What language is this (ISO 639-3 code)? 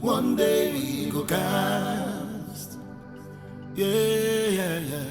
pcm